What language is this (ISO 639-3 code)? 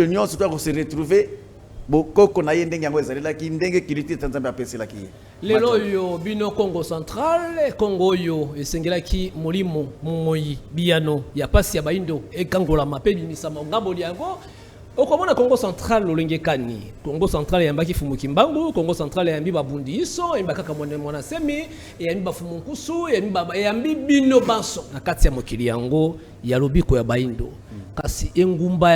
lin